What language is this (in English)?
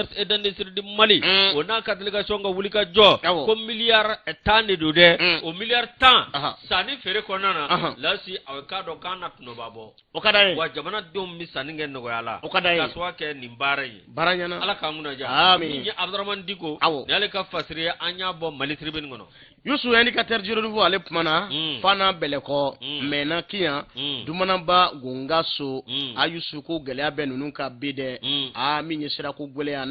Bambara